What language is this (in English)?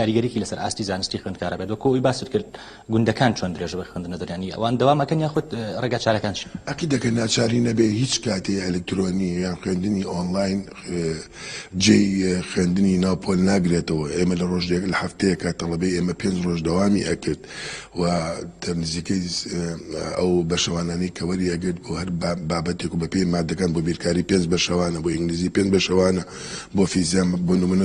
Central Kurdish